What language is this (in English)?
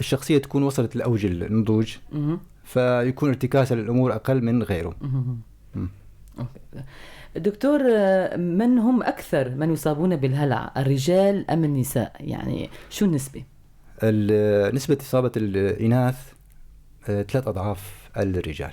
North Levantine Arabic